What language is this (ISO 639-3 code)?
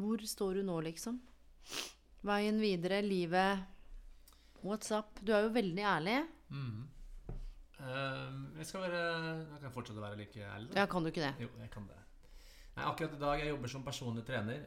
nor